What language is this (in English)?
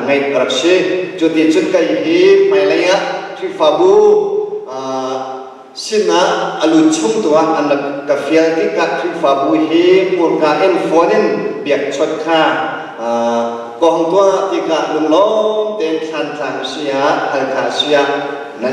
Hakha Chin